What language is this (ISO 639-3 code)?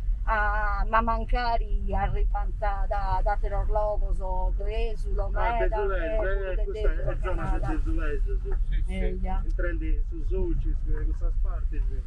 srd